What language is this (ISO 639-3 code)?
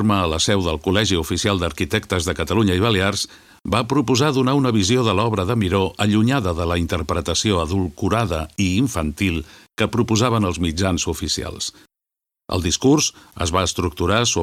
cat